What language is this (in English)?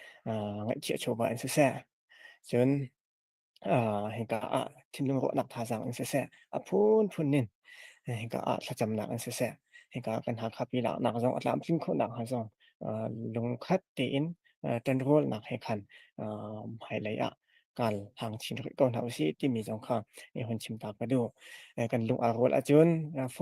Hakha Chin